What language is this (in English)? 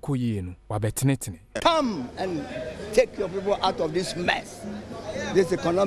Akan